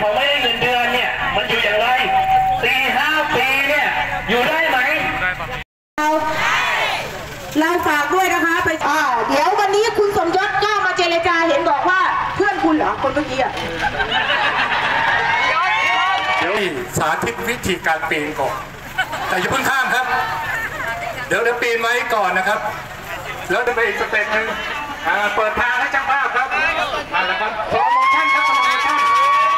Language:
Thai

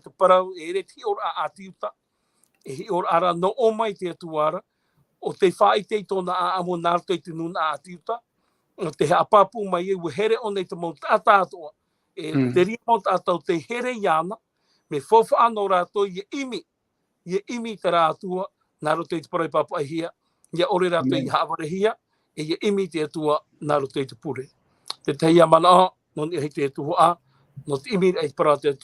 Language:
Tahitian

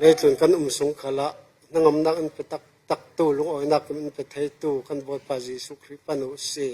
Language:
Falam Chin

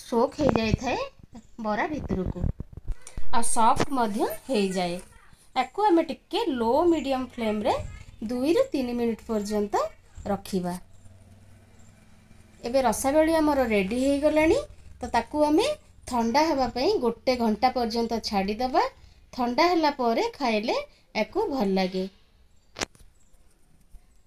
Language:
Odia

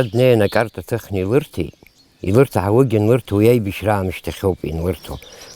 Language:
Abkhazian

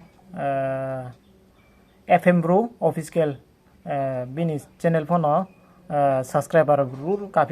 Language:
Riang (India)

